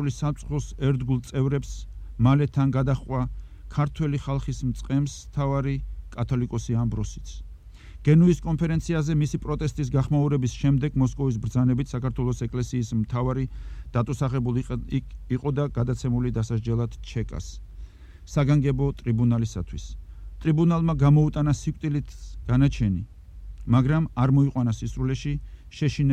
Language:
Georgian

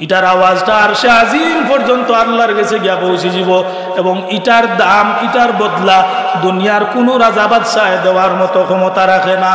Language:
Sylheti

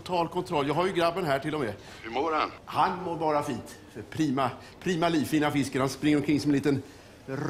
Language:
Swedish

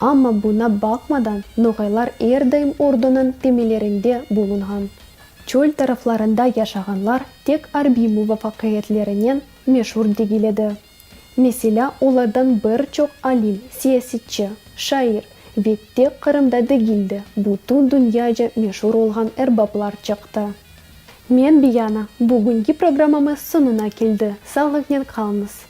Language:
Crimean Tatar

